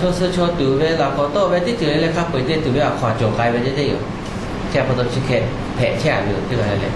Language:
Lahu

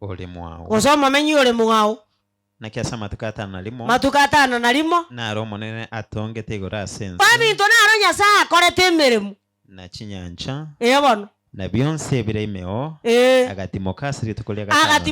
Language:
Gusii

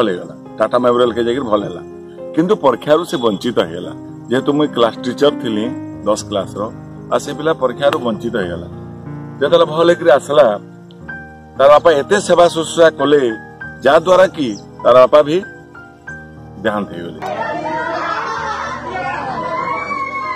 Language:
Odia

